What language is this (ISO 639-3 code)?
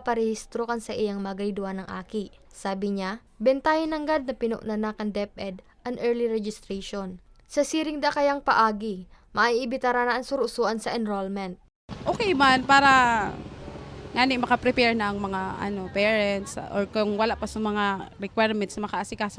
bik